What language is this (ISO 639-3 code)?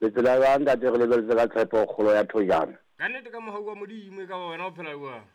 sot